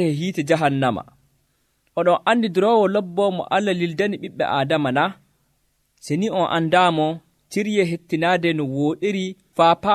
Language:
Nigerian Fulfulde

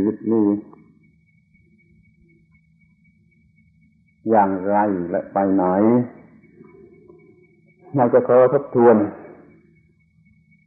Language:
Thai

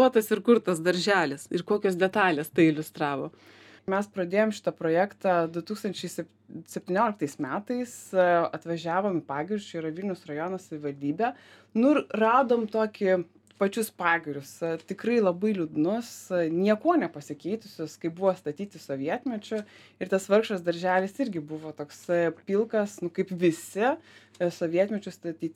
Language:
Lithuanian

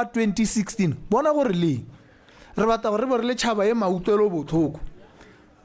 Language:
Tswana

